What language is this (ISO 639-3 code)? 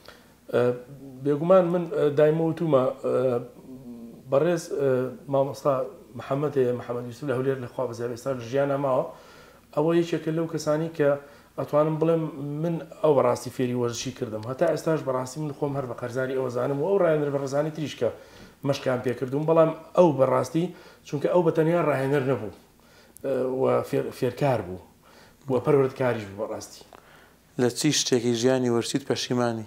ckb